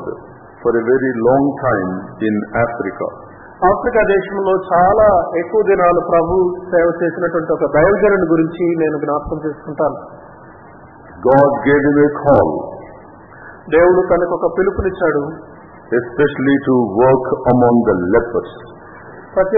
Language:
Telugu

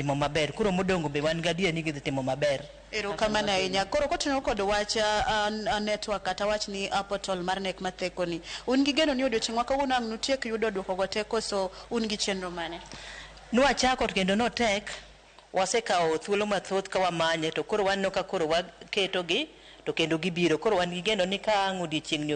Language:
Luo (Kenya and Tanzania)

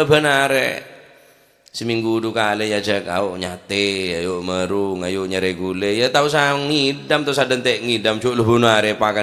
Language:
Madurese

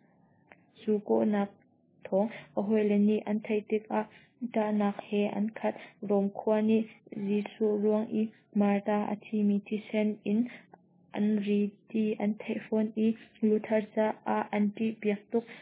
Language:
Hakha Chin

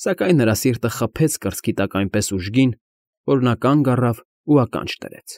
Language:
Armenian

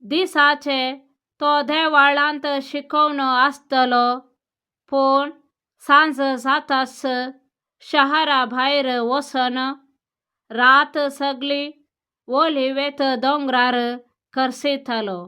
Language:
Konkani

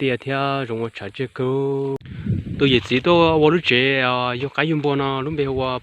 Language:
Hmong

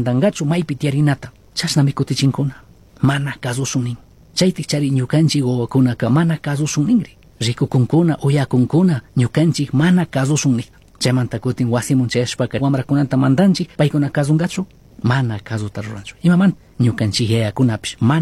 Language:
Chimborazo Highland Quichua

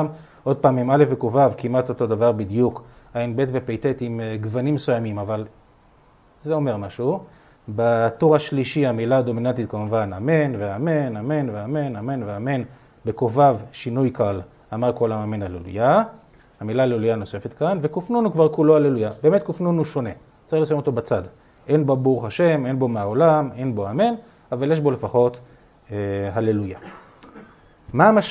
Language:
Hebrew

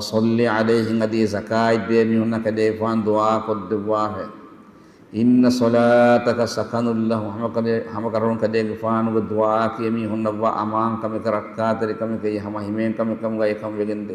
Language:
Divehi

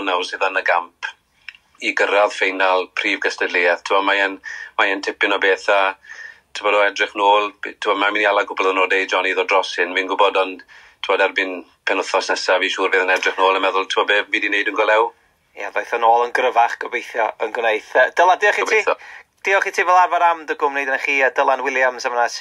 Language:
Welsh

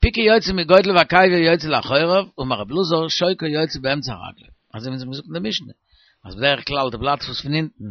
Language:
Yiddish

